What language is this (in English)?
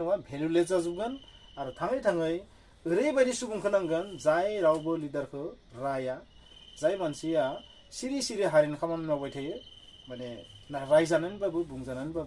Bodo